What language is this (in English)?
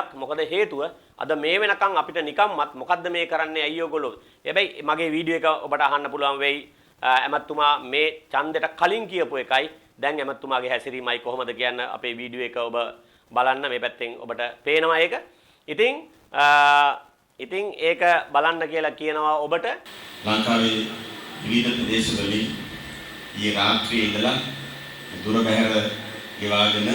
Sinhala